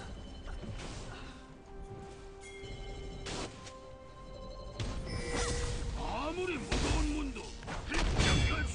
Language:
Korean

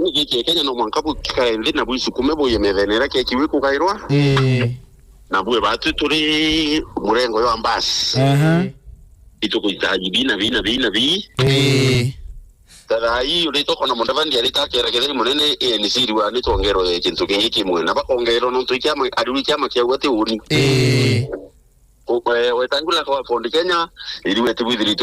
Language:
Meru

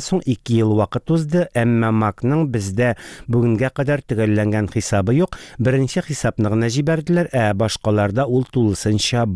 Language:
Tatar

